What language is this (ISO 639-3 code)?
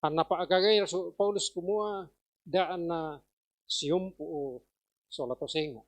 sda